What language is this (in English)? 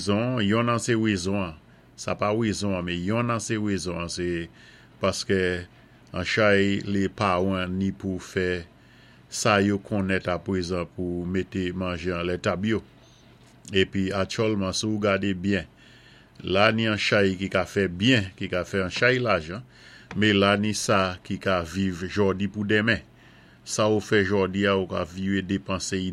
Saint Lucian Creole French